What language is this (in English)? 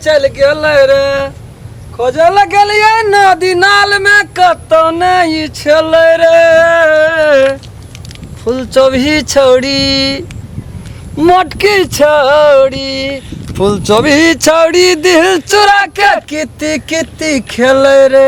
Maithili